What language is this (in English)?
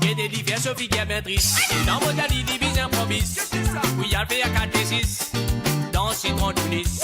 Morisyen